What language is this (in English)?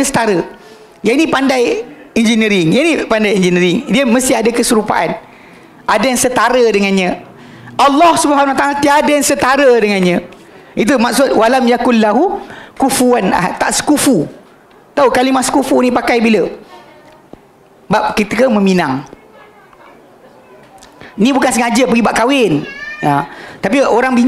Malay